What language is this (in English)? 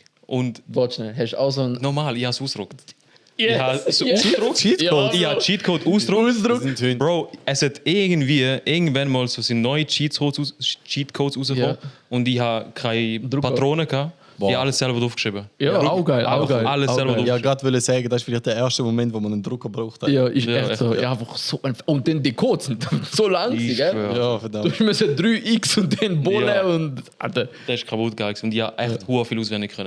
Swiss German